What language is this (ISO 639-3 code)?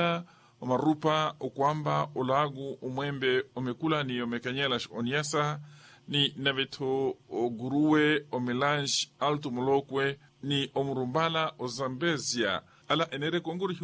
vmw